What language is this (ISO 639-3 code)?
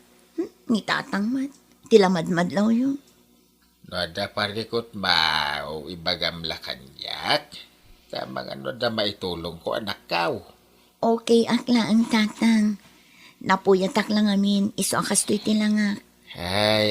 ilo